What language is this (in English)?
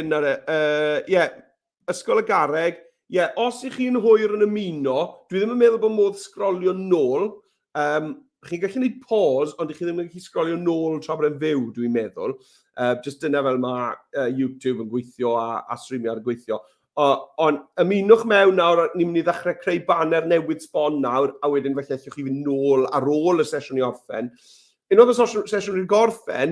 Welsh